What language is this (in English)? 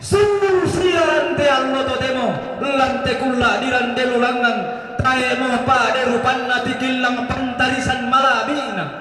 Toraja-Sa'dan